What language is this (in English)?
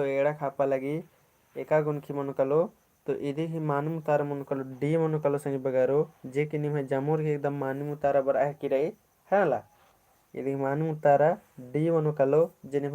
Kurukh